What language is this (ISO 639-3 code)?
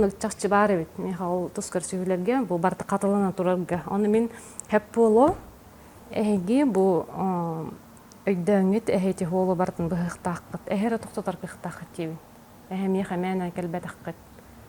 sah